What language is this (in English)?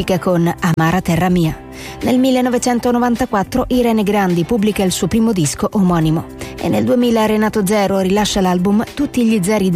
Italian